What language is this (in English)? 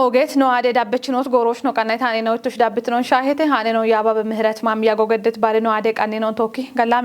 Kafa